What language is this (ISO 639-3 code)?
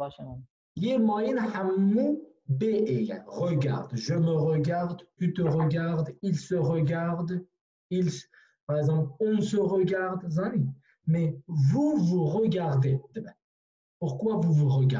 kur